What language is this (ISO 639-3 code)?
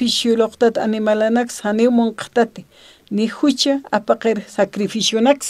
aym